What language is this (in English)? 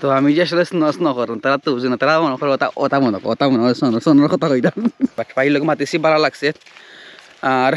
Sylheti